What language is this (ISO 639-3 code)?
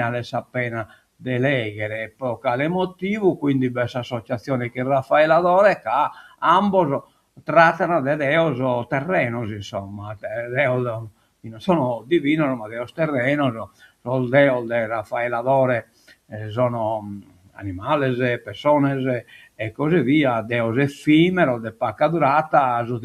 srd